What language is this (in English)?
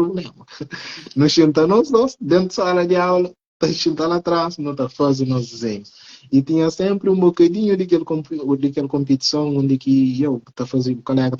Kabuverdianu